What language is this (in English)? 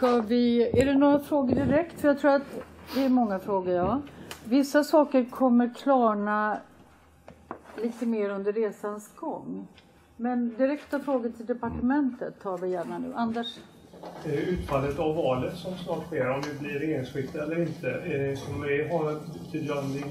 Swedish